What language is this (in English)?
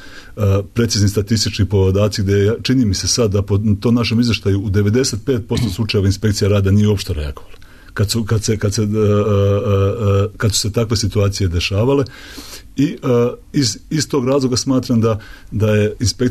Serbian